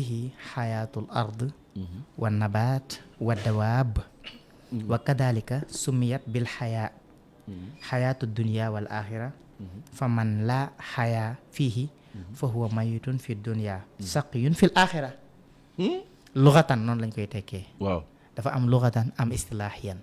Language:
Wolof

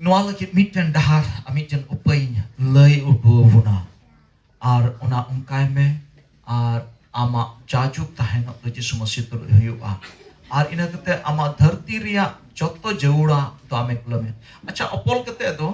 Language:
Santali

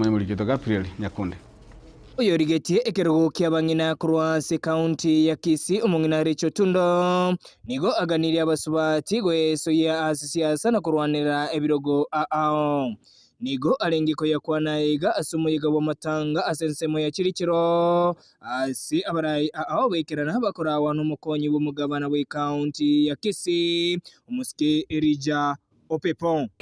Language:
Gusii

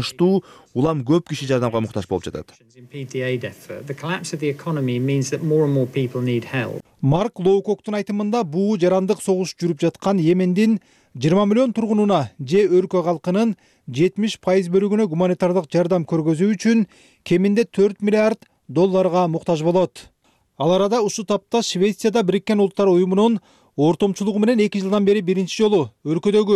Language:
Kyrgyz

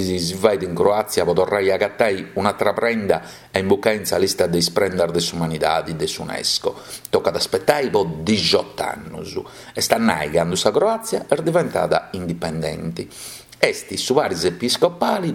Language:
Sardinian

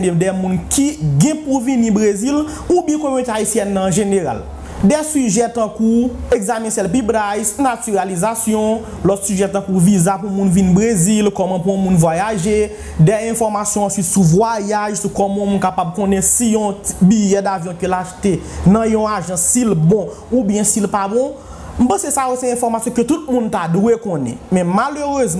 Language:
Haitian Creole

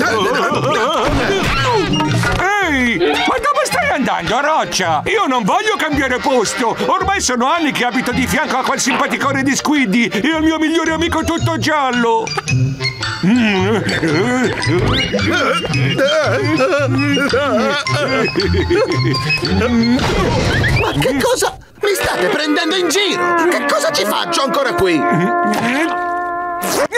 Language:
Italian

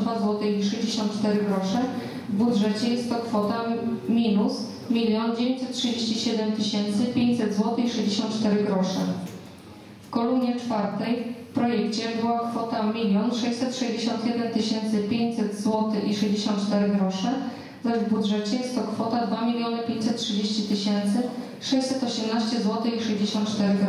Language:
Polish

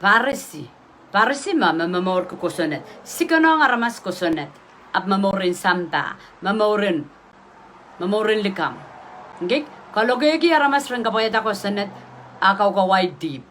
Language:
Pohnpeian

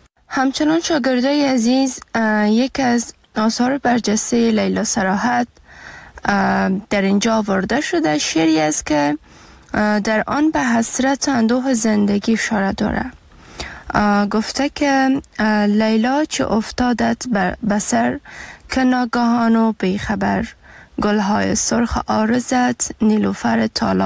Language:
Persian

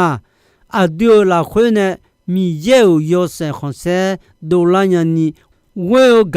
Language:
Akha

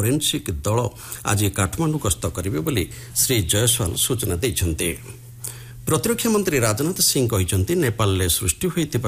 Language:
Odia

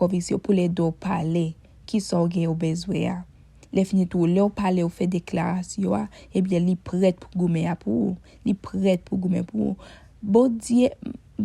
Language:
Haitian Creole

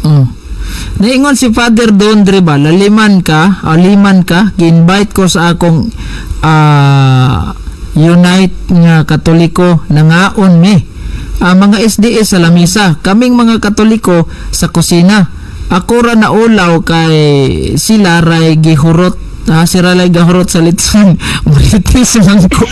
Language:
Cebuano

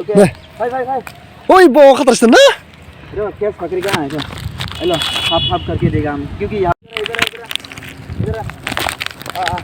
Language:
Dimasa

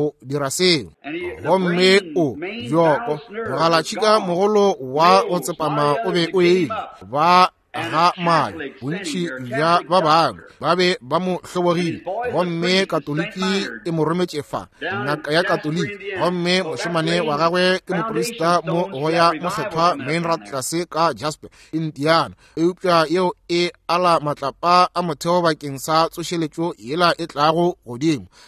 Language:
Northern Sotho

